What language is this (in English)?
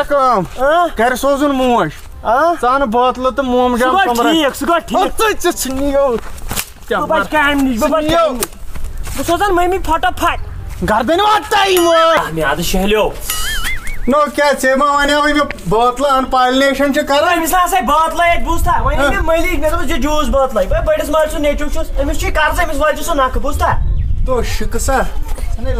Kashmiri